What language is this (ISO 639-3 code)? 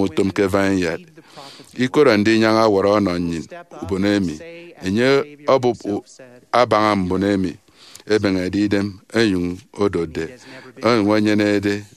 efi